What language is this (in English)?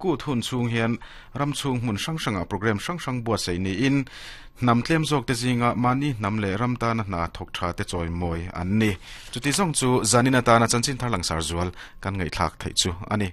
Mizo